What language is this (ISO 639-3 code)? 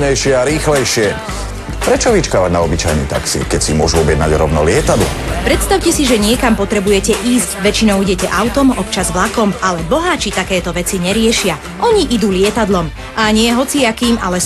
slk